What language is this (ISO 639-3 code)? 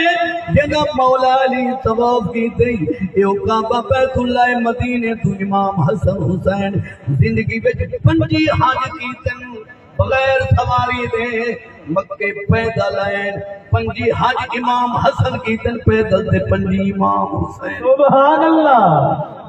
skr